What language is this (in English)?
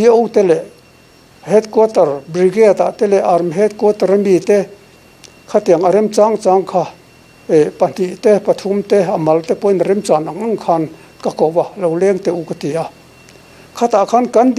Mizo